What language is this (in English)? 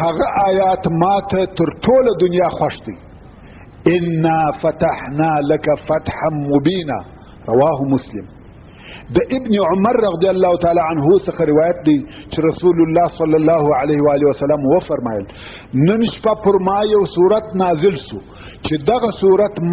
Pashto